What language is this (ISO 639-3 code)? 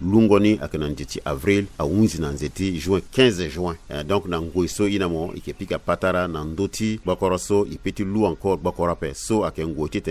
sag